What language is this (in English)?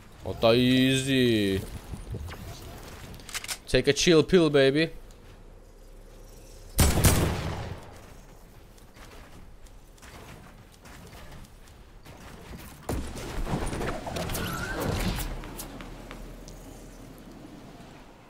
Finnish